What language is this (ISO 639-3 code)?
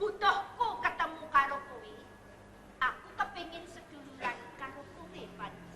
jav